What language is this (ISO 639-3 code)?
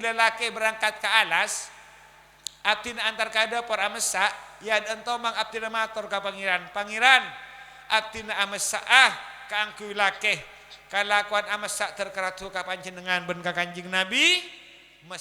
mad